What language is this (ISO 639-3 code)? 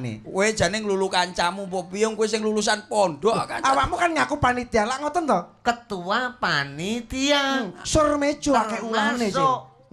jav